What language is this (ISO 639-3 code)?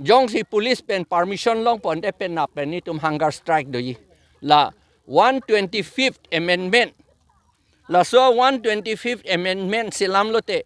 mjw